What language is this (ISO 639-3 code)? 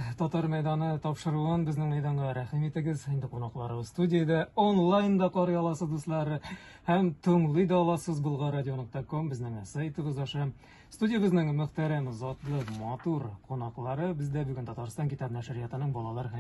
tat